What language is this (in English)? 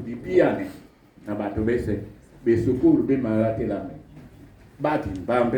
Duala